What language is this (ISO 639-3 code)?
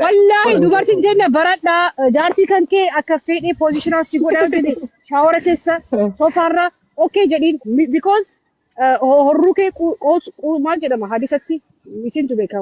orm